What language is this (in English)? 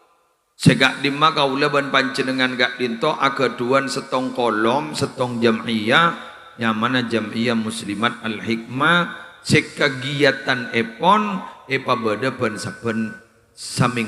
Madurese